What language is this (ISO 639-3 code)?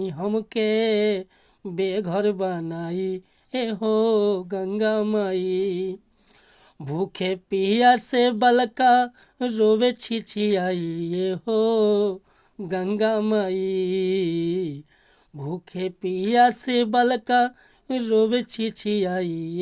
bho